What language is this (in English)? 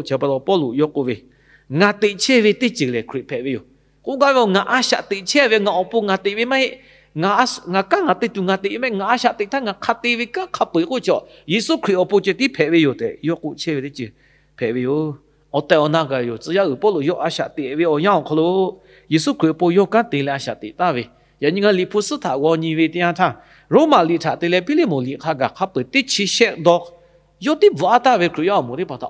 Lahu